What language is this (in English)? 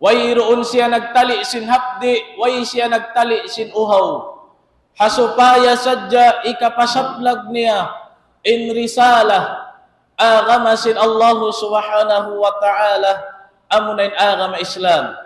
Tausug